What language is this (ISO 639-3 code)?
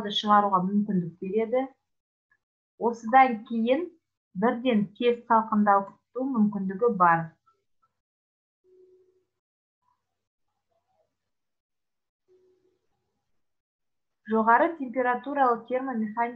kaz